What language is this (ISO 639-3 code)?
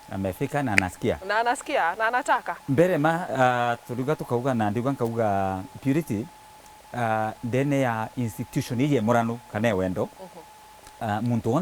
mer